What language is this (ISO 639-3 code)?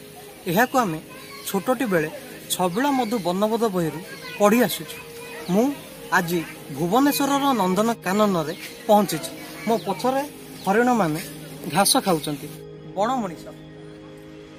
ori